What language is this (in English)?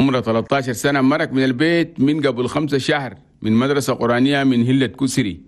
Chadian Arabic